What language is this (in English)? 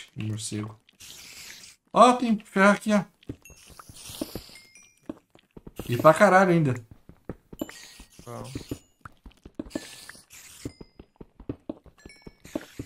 Portuguese